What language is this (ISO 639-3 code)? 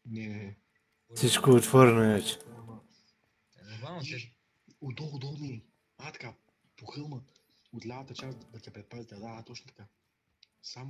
bul